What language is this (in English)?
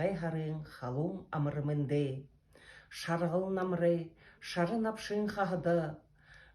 Buriat